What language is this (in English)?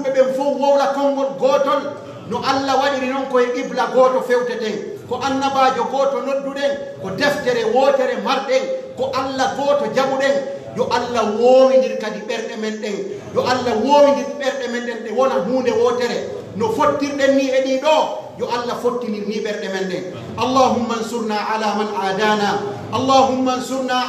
Pular